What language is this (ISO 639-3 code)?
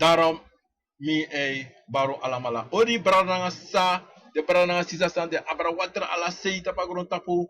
srn